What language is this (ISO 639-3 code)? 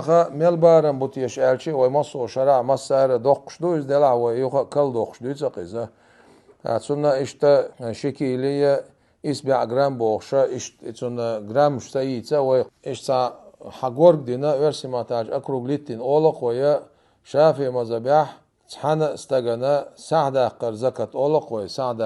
che